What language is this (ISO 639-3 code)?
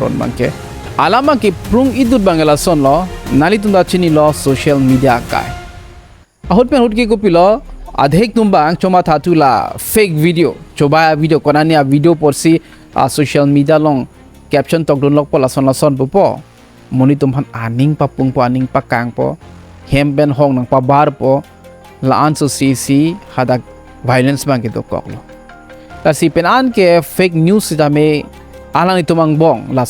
mjw